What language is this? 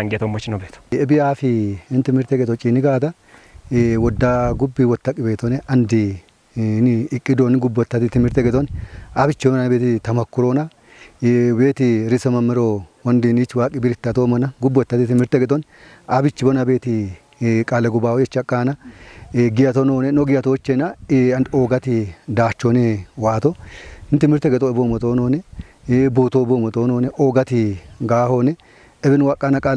Kafa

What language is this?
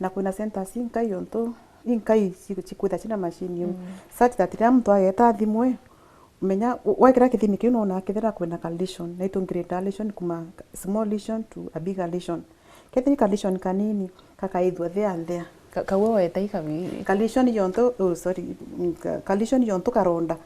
Meru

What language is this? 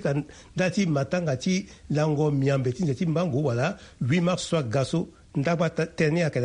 Sango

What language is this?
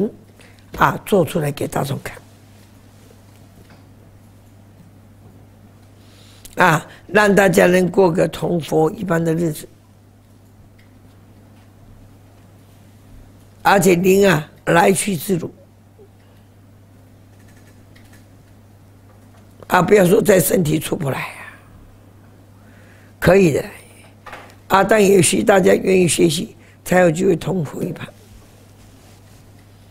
Chinese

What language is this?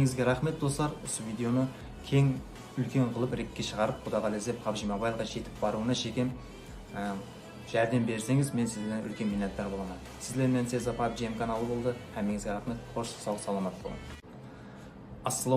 Kara-Kalpak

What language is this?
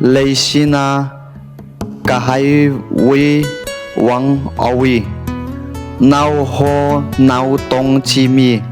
Tangkhul Naga (India)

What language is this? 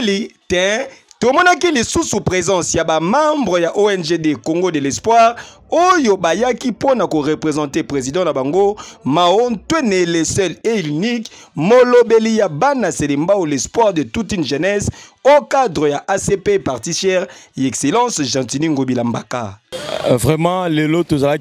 Lingala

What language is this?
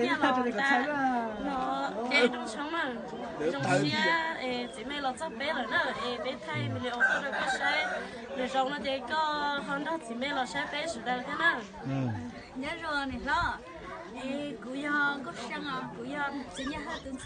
Hmong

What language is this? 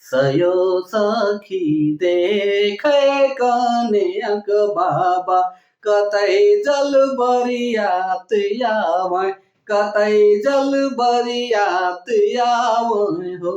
Sadri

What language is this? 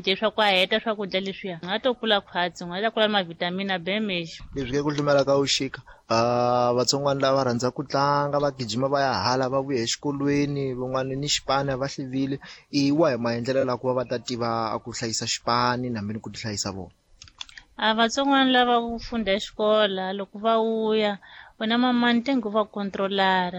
Tsonga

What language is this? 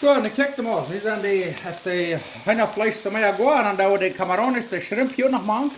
Plautdietsch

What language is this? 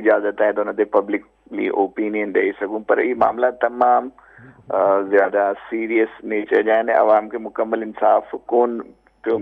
Sindhi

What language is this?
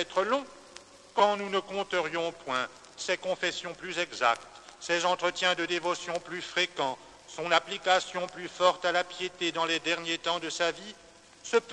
French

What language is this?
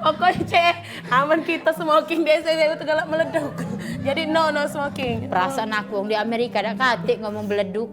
Musi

